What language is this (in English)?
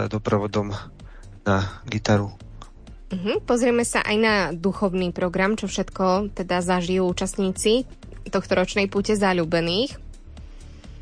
Slovak